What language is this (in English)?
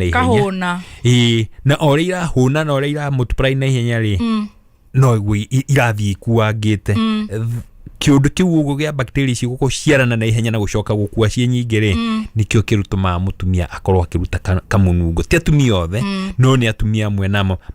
Kikuyu